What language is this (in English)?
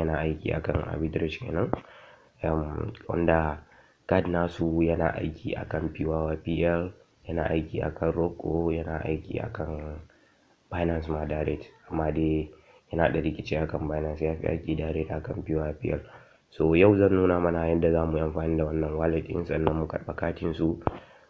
Hausa